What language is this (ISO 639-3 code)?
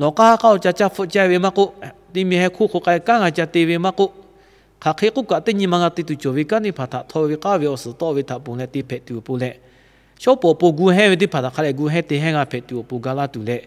lhu